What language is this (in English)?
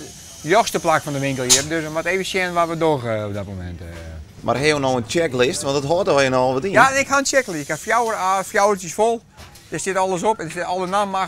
Western Frisian